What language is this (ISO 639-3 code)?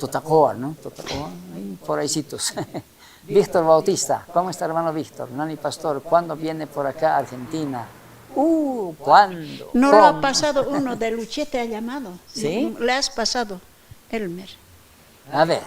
quh